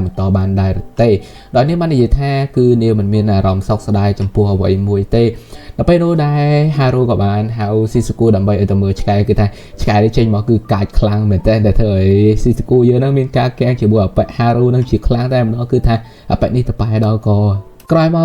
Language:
Khmer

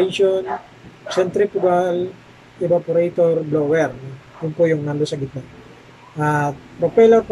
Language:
Filipino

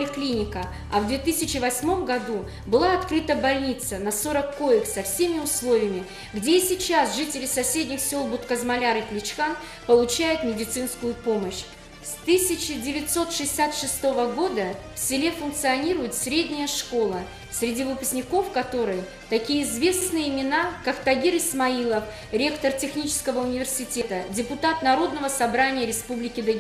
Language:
Russian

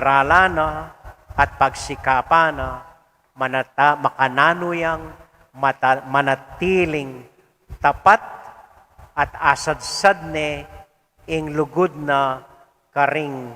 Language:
Pampanga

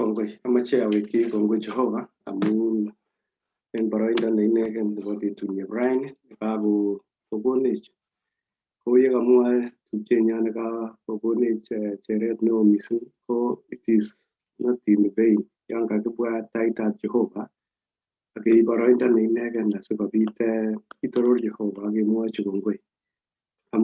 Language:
Kalenjin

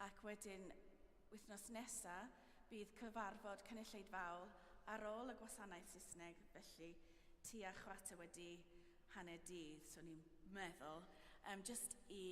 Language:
Welsh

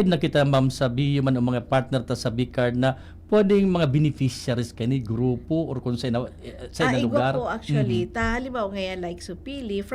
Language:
Bikol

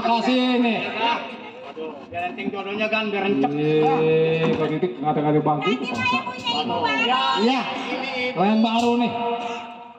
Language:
Betawi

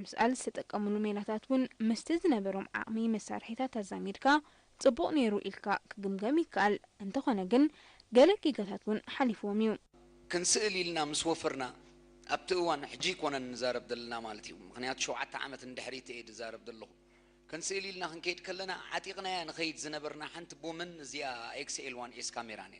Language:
Tigrinya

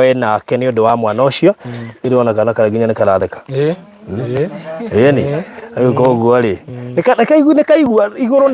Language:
Kikuyu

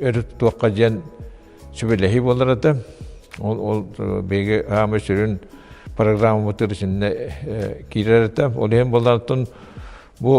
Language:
Yakut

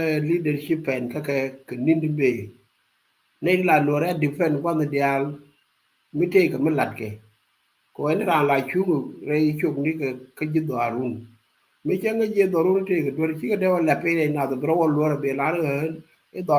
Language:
Nuer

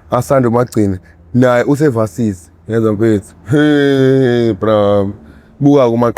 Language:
Zulu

